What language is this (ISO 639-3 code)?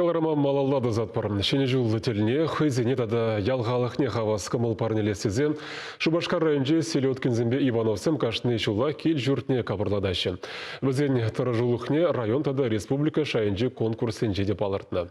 chv